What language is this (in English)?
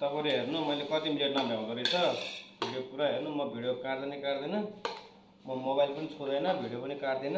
Nepali